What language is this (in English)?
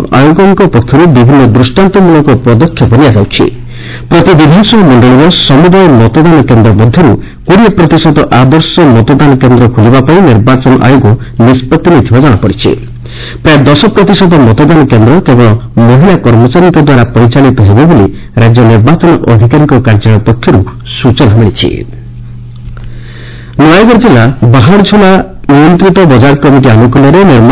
Odia